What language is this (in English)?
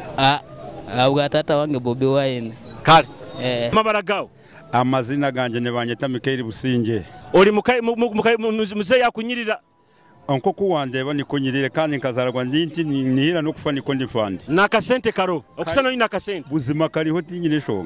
Nyoro